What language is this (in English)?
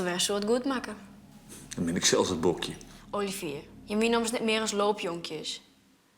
Western Frisian